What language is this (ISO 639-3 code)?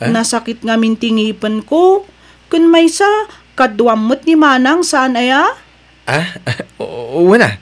ilo